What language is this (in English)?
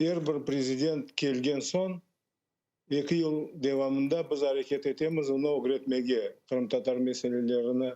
Crimean Tatar